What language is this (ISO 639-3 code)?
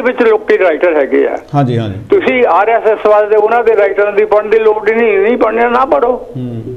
pan